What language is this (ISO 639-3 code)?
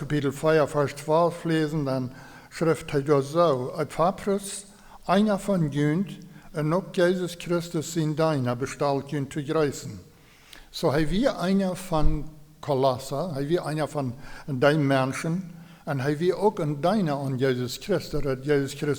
pdt